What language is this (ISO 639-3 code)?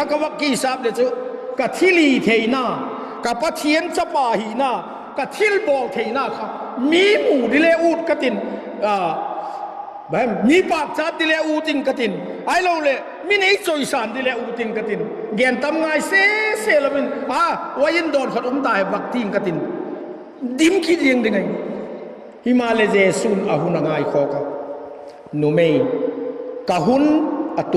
vap